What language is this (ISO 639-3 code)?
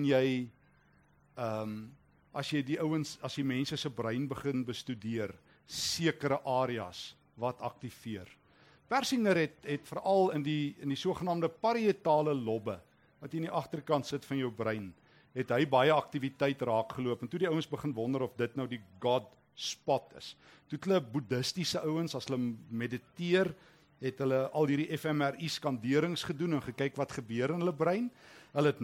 afr